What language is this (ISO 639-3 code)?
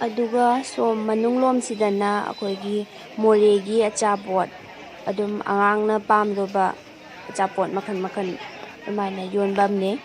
mni